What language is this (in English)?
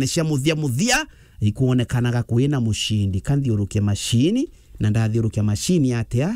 Meru